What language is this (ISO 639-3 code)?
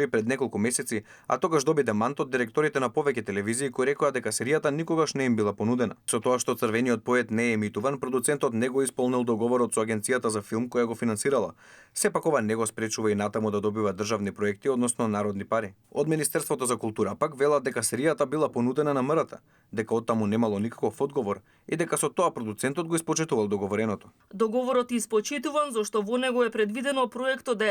mkd